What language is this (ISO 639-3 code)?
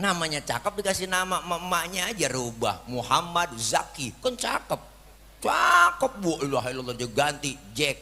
bew